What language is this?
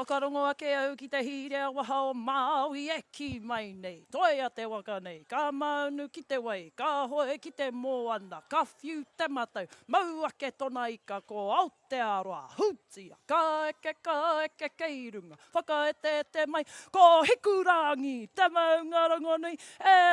Māori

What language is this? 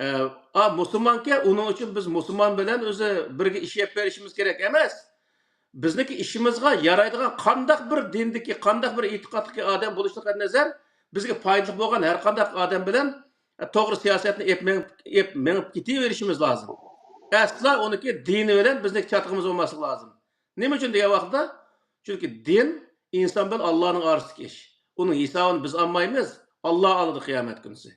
Uyghur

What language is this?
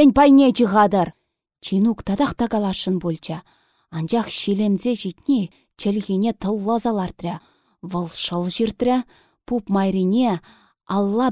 Chuvash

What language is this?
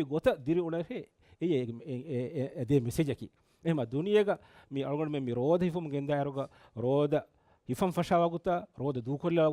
Divehi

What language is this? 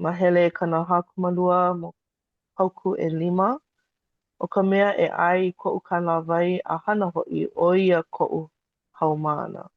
Hawaiian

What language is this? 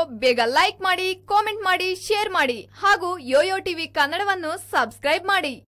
Kannada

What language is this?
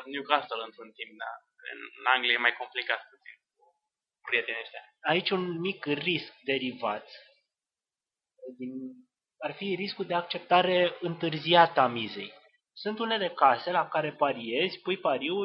Romanian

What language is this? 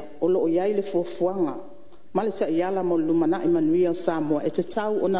Samoan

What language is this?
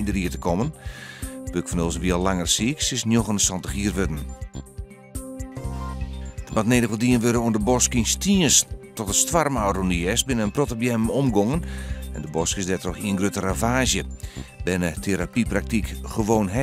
Western Frisian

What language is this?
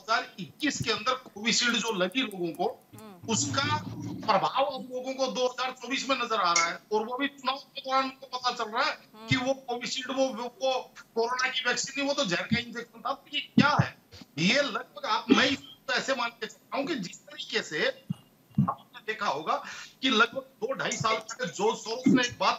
Hindi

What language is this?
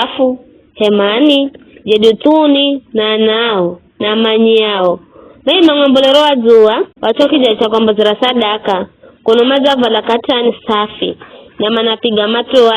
Giryama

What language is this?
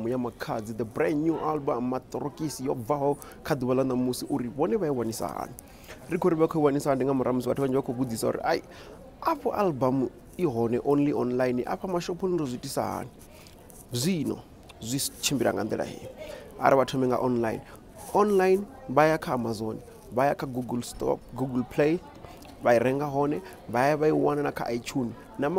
Venda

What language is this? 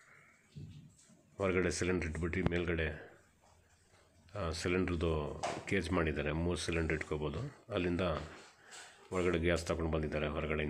Kannada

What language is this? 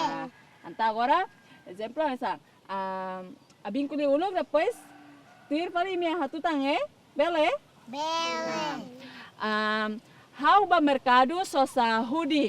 Tetum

